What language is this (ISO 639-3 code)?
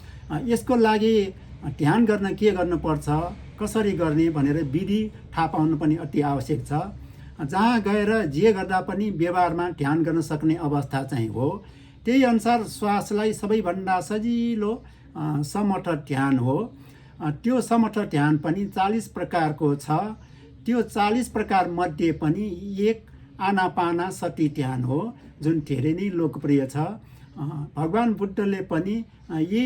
nep